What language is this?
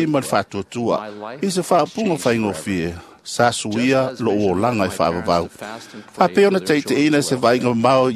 Samoan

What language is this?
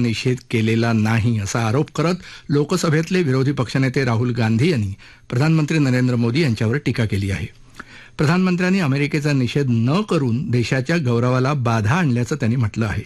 Marathi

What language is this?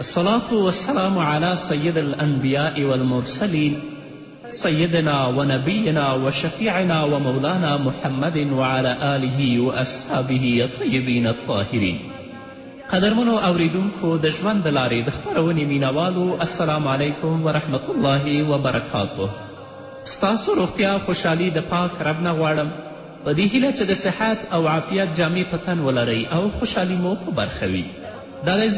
Pashto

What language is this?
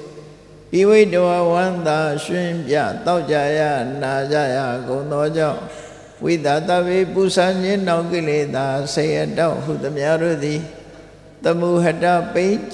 Burmese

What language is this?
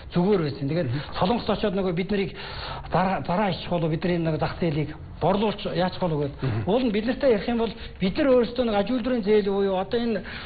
Mongolian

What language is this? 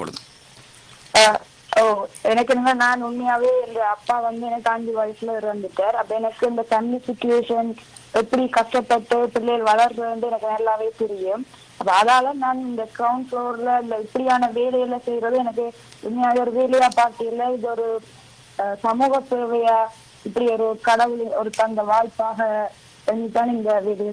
Tamil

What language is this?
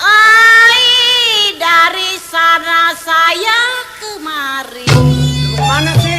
Betawi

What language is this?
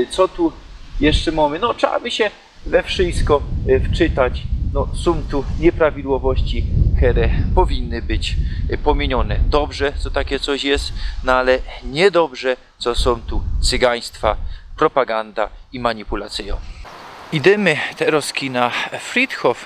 Silesian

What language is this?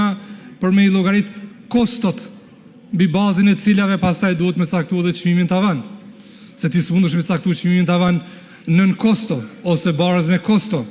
Albanian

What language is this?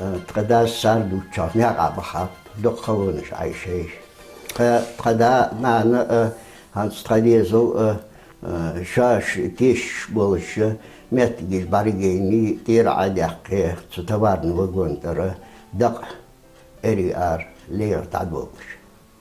Ingush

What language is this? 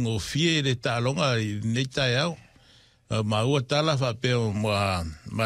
Samoan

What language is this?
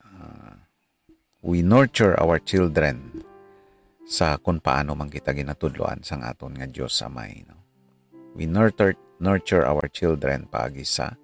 Hiligaynon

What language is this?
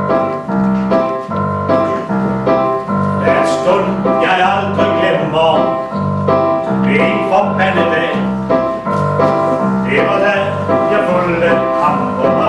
Danish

